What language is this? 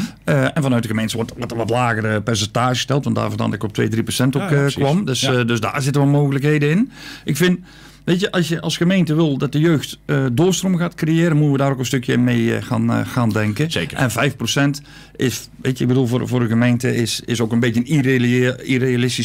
Dutch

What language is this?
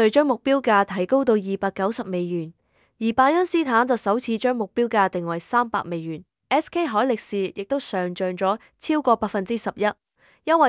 Cantonese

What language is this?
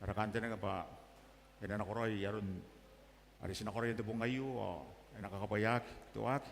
Gilbertese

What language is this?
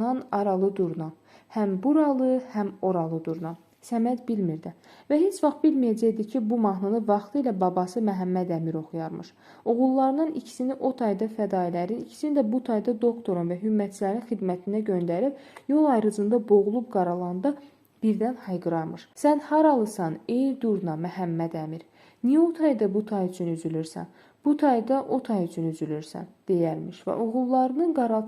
Azerbaijani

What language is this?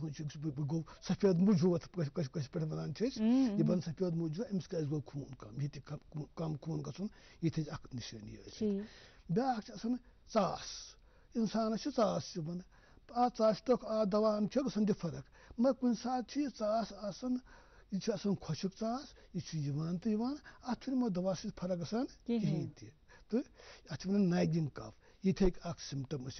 Kashmiri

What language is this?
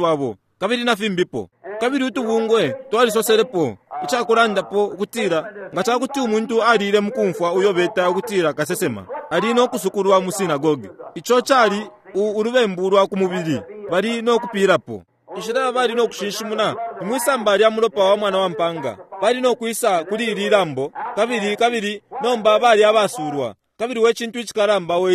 Bemba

